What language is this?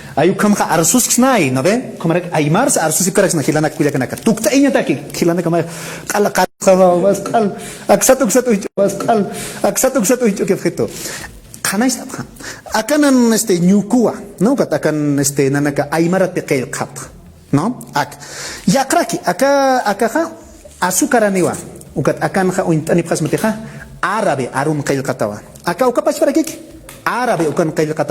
Aymara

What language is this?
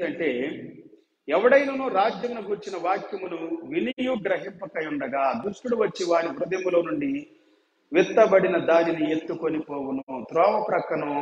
Telugu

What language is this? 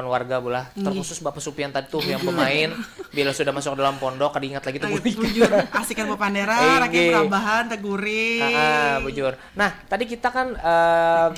Banjar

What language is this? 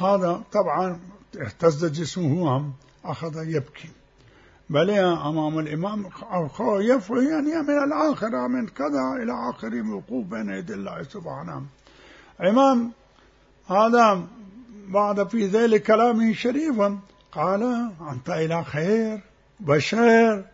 Mesopotamian Arabic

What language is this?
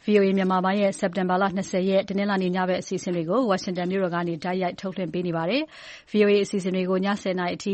Burmese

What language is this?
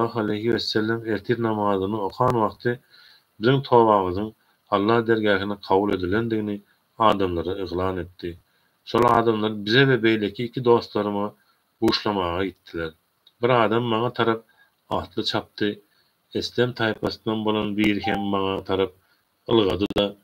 Turkmen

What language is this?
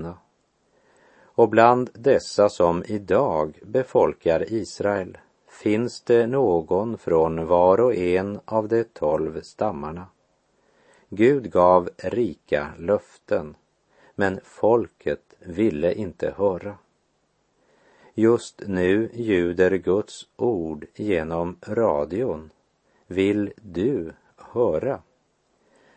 Swedish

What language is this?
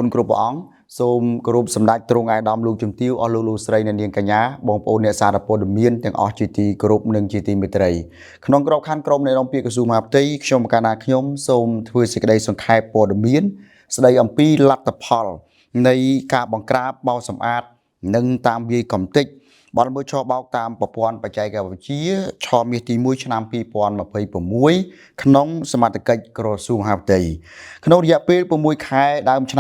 Khmer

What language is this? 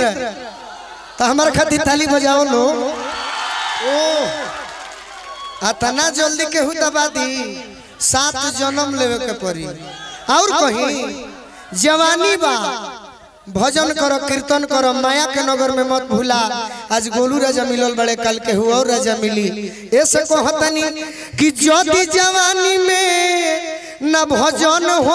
Bhojpuri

